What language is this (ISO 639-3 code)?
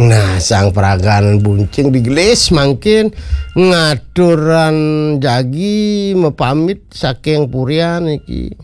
ban